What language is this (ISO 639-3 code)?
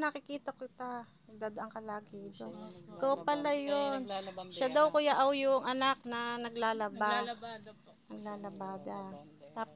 fil